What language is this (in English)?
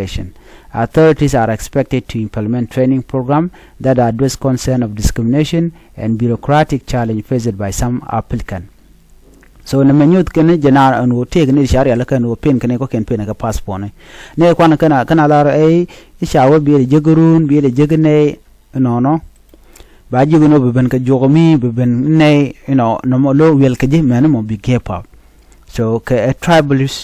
Nuer